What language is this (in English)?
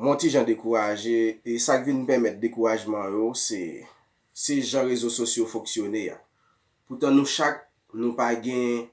Haitian Creole